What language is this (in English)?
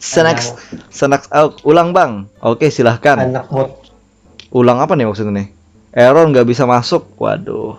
Banjar